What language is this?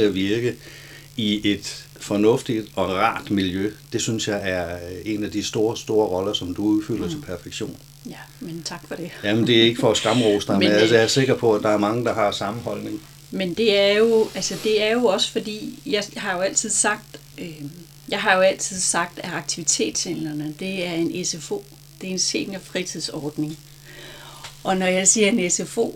Danish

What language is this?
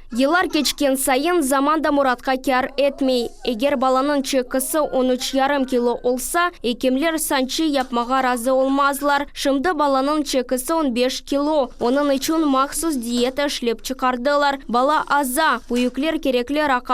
Crimean Tatar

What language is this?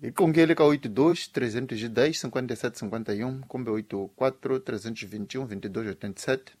Tsonga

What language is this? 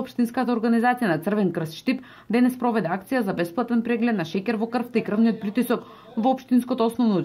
Macedonian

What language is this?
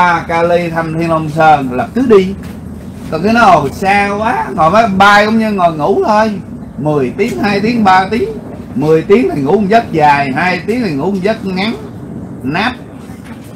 Vietnamese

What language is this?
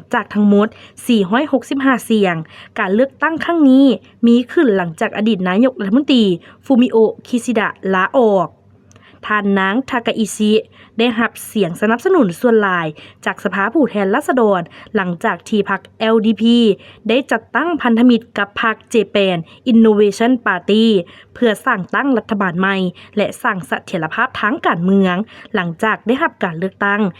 Lao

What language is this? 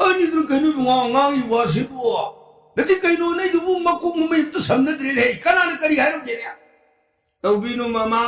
Manipuri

